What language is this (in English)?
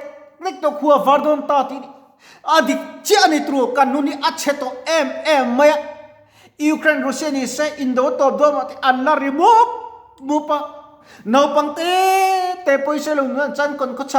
Mizo